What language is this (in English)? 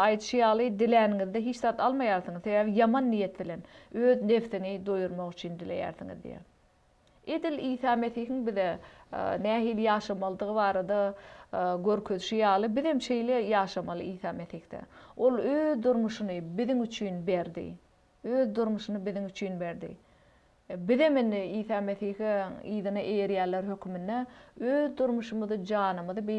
Turkmen